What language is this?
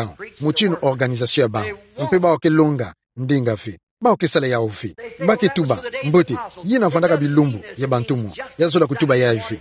Kituba (Democratic Republic of Congo)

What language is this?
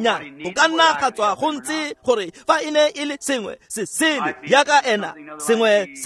Tswana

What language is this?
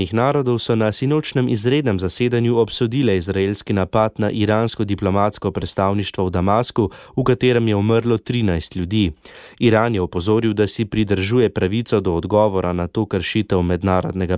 Slovenian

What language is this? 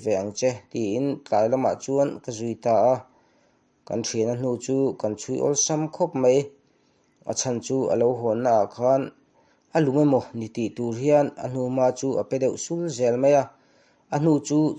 Mizo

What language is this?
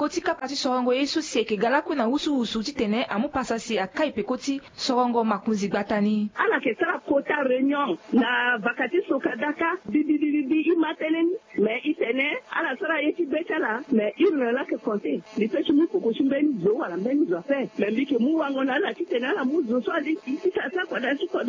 Sango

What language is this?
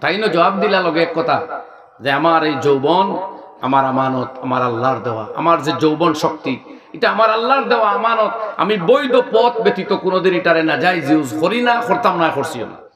Sylheti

